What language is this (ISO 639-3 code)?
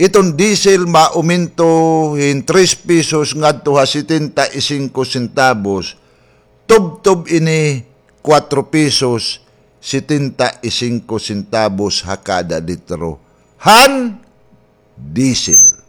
war